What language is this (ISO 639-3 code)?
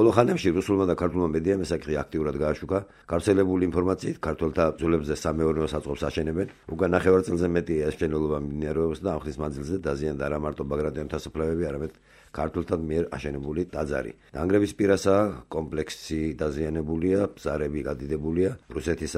kat